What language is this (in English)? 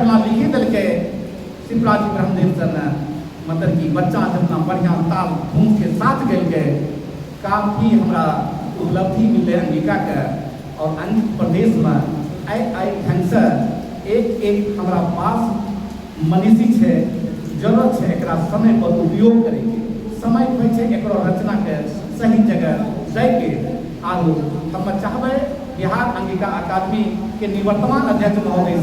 Angika